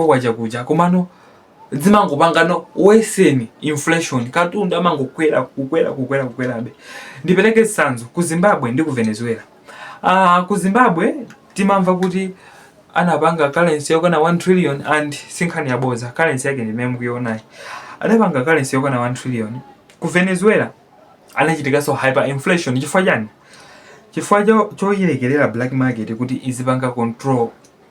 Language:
Nyanja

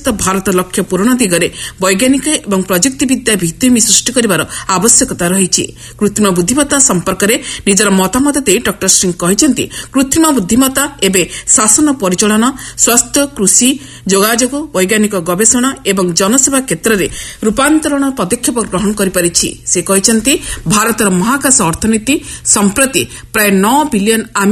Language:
Odia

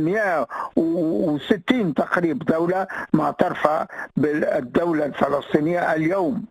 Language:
Tunisian Arabic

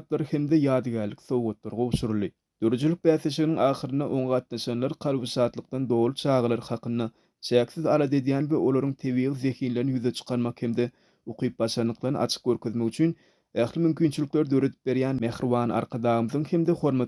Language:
Turkmen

